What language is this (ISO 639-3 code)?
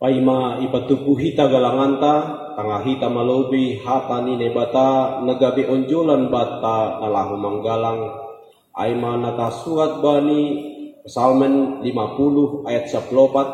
bts